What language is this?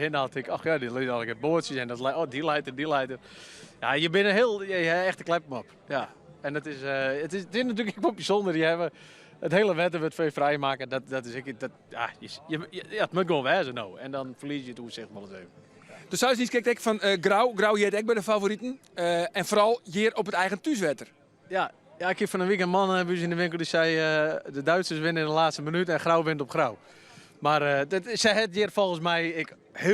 Western Frisian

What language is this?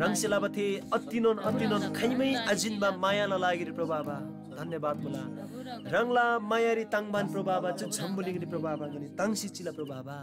Eastern Tamang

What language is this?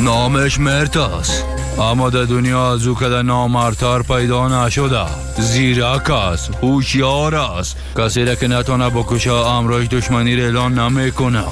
Persian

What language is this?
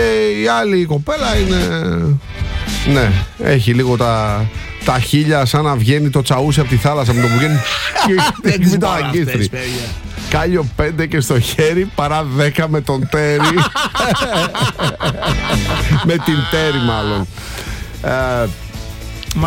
Greek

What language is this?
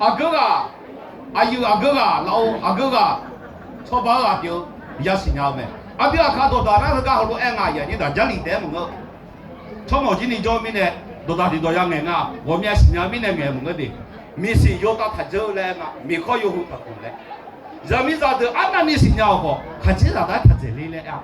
Akha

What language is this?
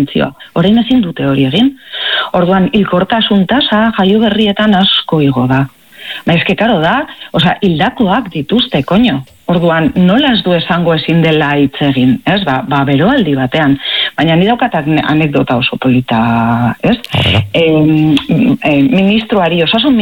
Basque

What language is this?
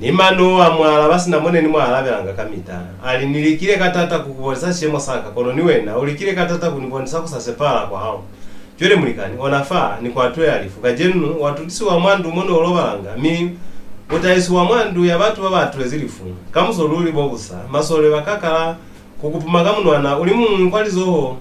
Lozi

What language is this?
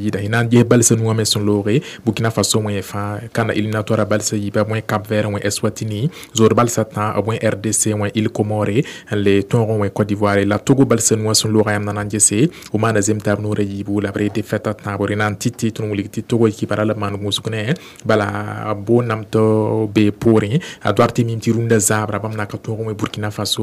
Mossi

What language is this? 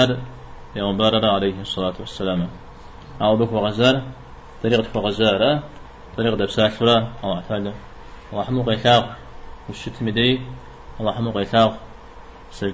Kabardian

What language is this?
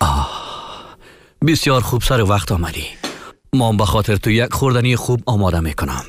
Persian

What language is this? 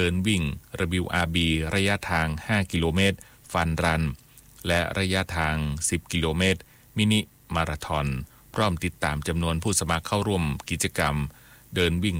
Thai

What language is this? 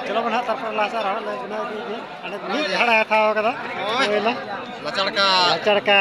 Santali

